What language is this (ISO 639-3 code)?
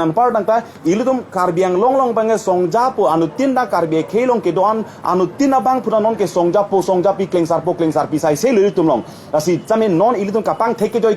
mjw